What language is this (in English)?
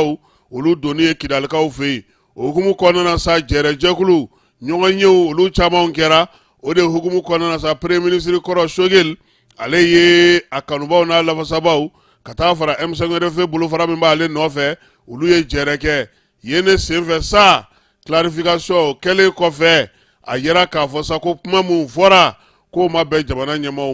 Bambara